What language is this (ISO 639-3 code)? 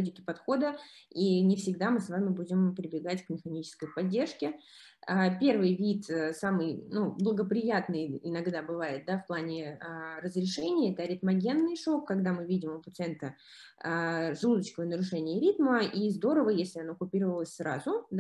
rus